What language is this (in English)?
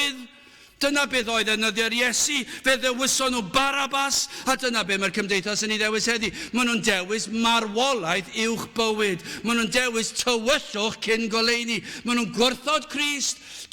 Welsh